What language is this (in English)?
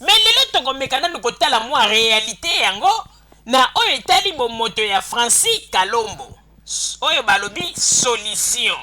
Lingala